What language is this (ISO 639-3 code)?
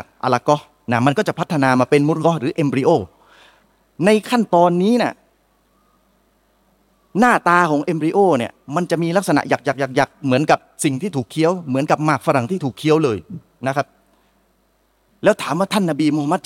tha